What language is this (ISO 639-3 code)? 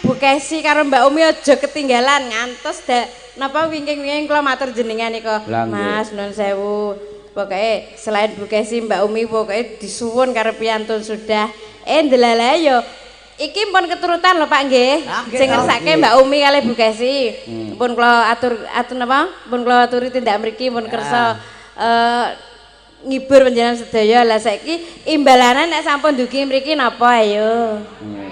jav